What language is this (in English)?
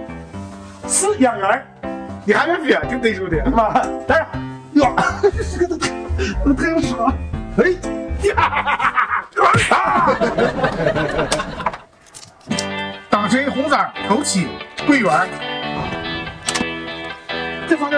Chinese